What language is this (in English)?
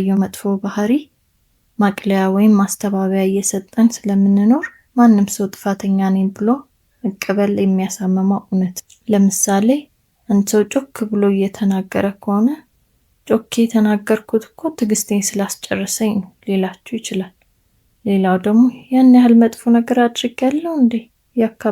Amharic